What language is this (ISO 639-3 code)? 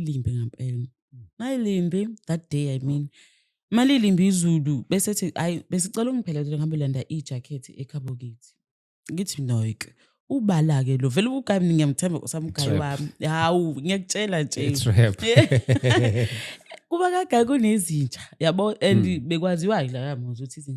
zul